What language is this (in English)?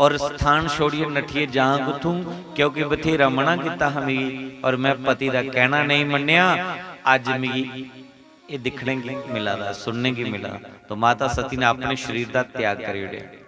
Dogri